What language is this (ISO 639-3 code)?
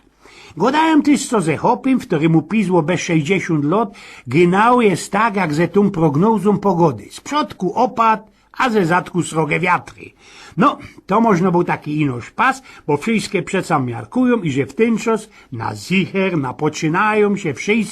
szl